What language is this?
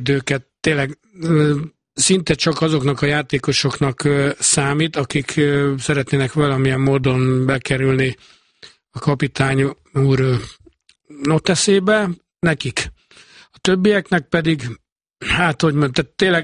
Hungarian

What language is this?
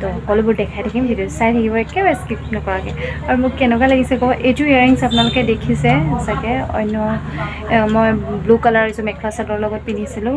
Assamese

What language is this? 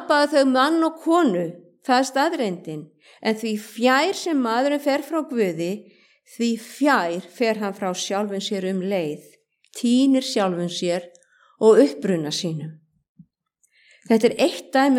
Icelandic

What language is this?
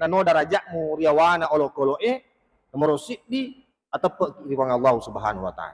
Buginese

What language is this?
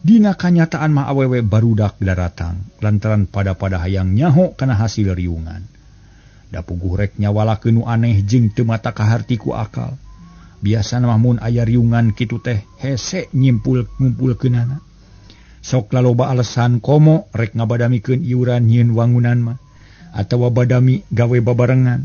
Sundanese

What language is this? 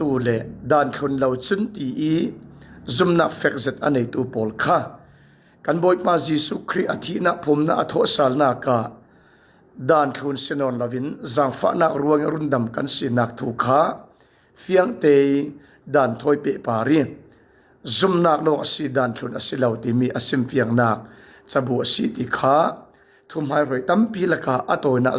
Falam Chin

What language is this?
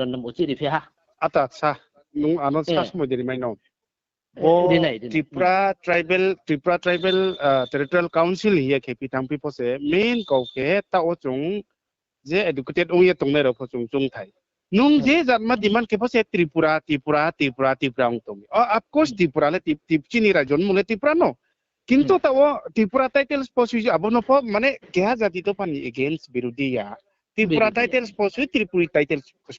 Riang (India)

